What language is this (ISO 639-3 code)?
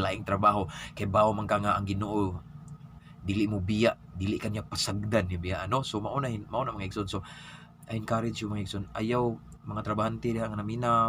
ceb